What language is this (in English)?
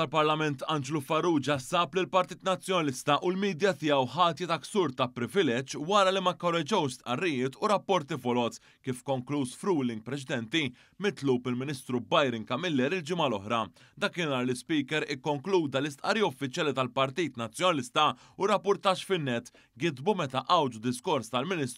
Maltese